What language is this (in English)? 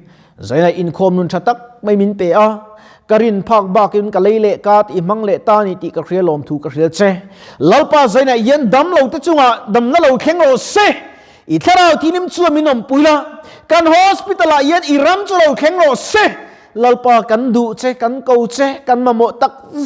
Mizo